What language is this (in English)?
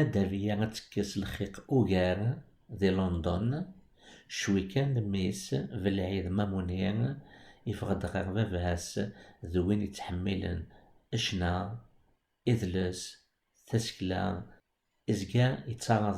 Kabyle